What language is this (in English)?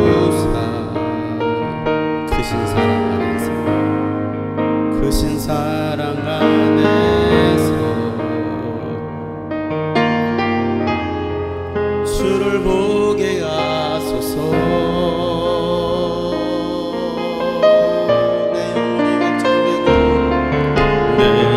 Korean